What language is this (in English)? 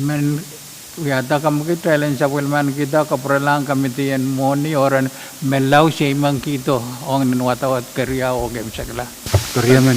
Pohnpeian